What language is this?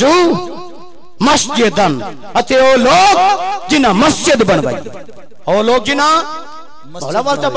Saraiki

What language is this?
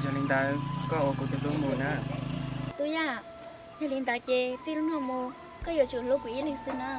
Hmong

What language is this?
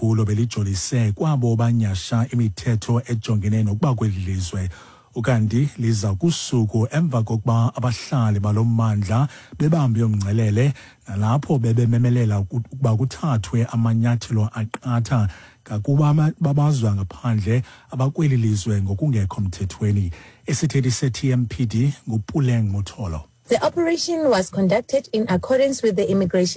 Xhosa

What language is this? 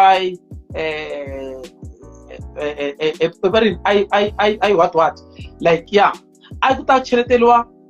Tsonga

